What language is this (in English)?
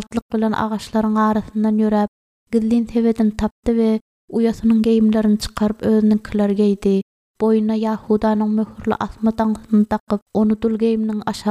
Turkmen